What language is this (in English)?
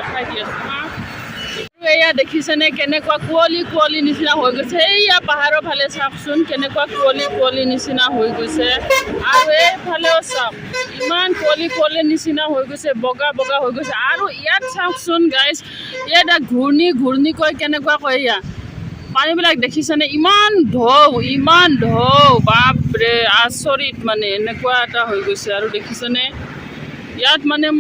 Assamese